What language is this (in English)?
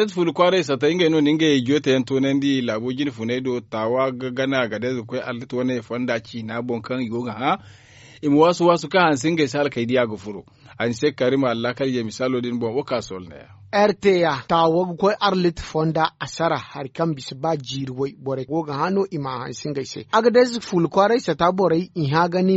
Zarma